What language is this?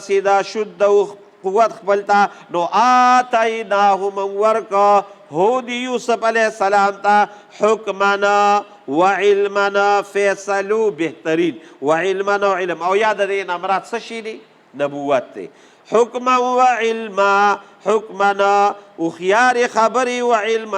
Pashto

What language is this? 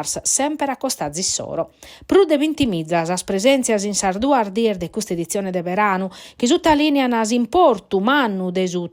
Sardinian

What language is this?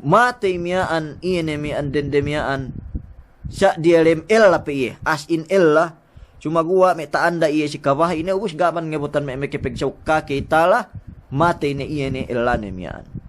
Yakan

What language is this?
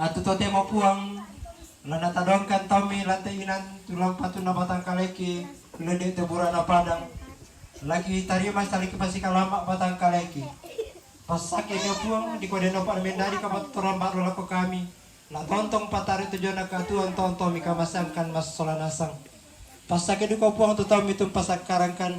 Toraja-Sa'dan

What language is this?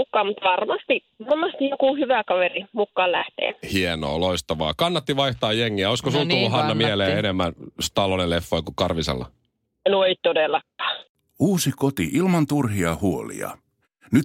Finnish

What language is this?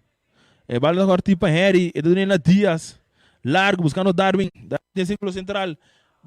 Papiamento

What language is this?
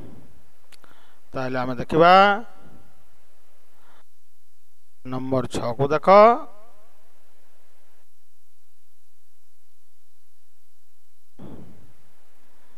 Odia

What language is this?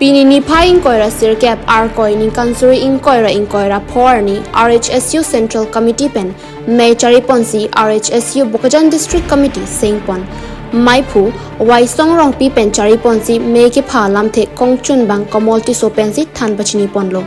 Karbi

